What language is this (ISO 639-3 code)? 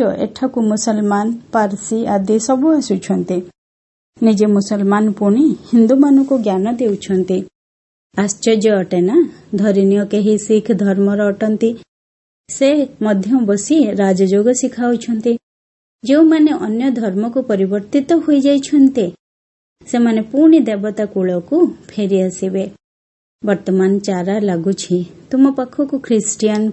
ori